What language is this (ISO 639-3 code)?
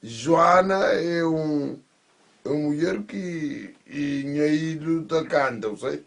kea